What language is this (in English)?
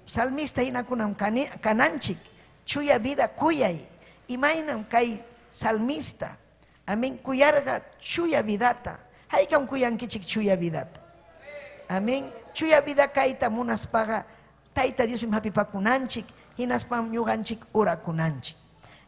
Ayacucho Quechua